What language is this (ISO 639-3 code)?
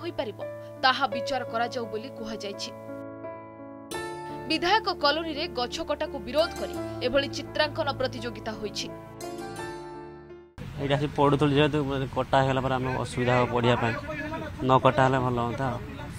ori